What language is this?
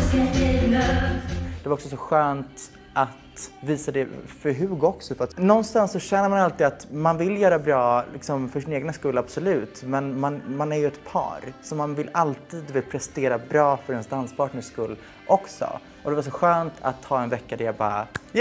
Swedish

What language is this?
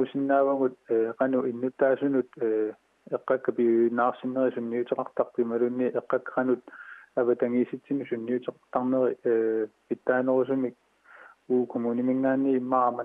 Kalaallisut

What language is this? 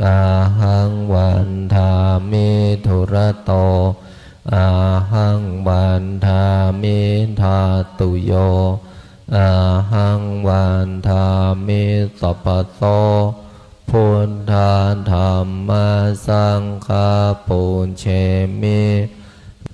Pali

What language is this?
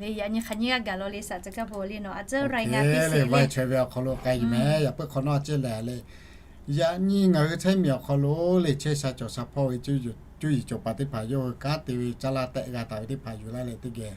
Lahu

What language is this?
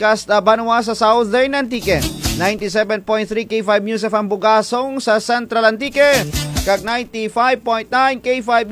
Kinaray-a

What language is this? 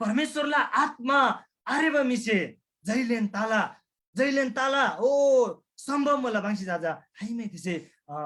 Eastern Tamang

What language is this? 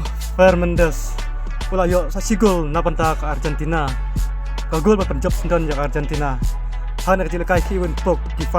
Khasi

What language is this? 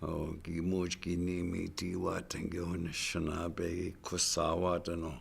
Chippewa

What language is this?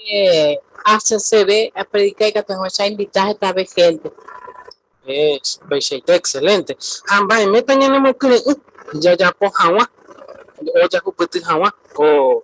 Guarani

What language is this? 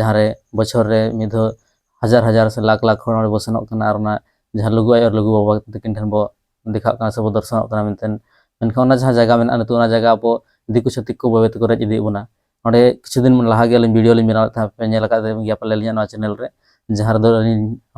Santali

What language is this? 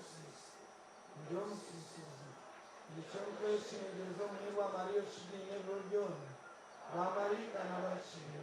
Nyankole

